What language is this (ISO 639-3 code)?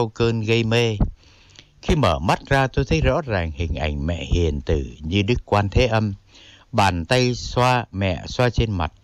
vie